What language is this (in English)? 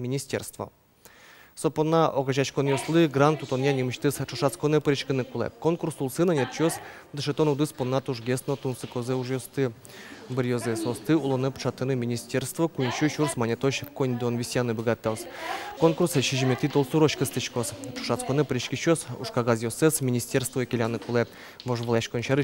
Udmurt